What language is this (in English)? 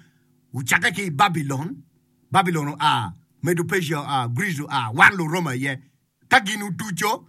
Acoli